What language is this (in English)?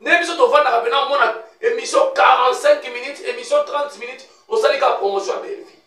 Lingala